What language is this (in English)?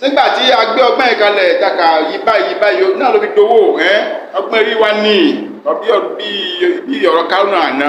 Yoruba